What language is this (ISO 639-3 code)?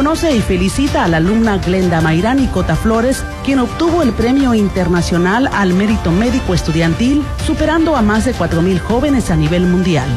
spa